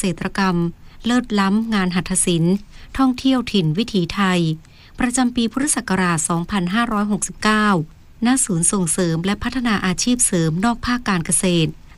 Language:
Thai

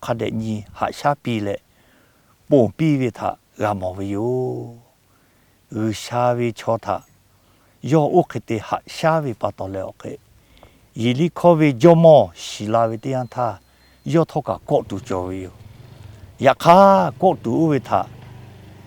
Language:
Lahu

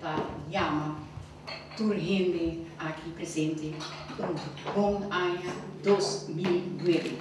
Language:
Papiamento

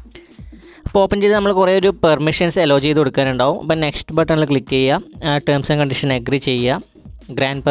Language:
Malayalam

